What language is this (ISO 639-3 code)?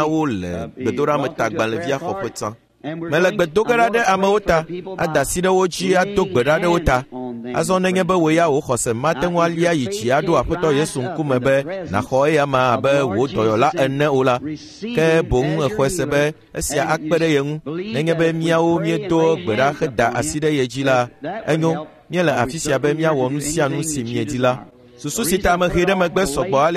ewe